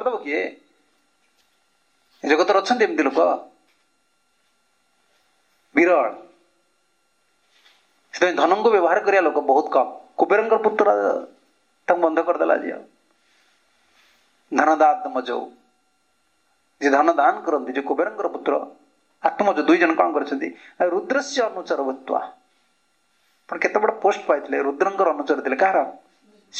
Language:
Odia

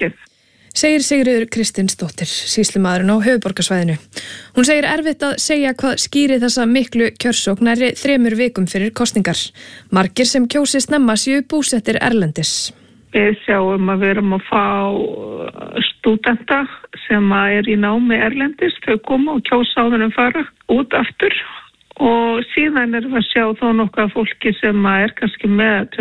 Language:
Icelandic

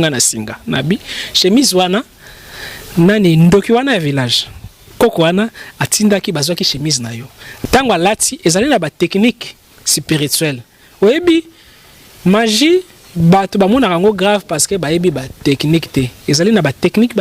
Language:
Lingala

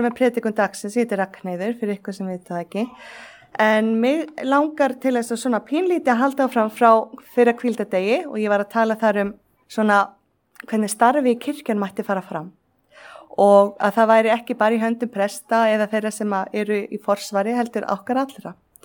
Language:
Icelandic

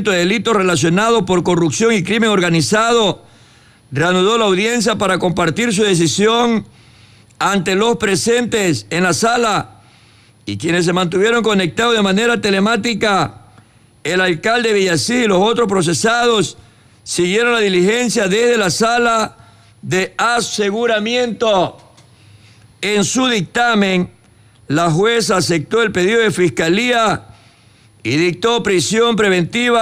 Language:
Spanish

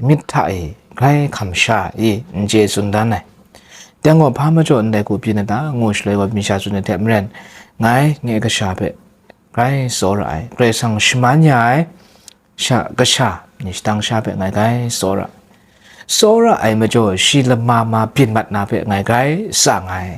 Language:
Kachin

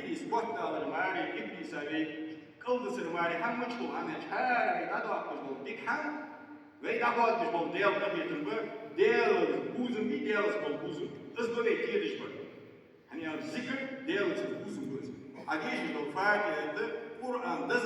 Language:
Ingush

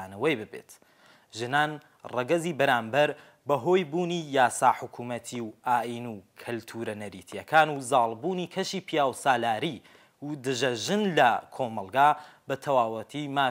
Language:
Central Kurdish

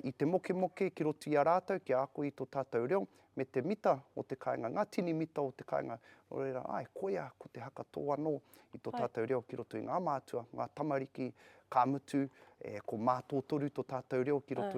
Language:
Māori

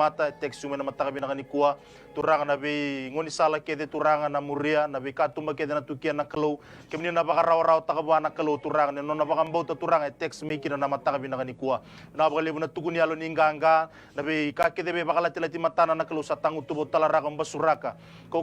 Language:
Fijian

